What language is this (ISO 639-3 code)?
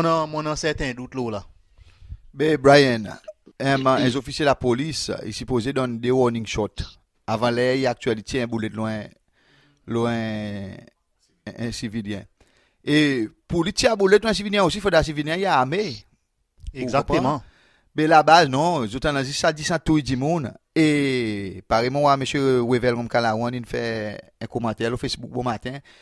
crs